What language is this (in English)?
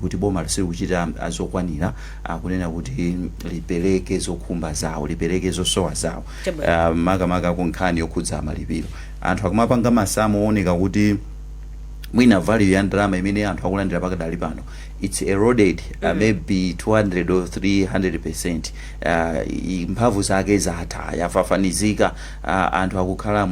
Nyanja